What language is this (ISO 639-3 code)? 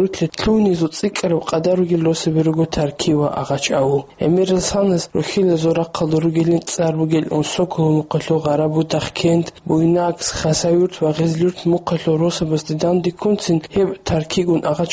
ava